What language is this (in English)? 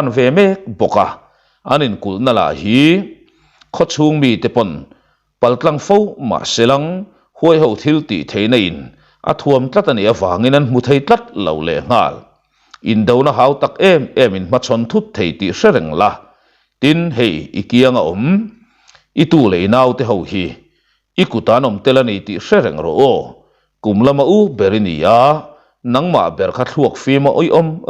Mizo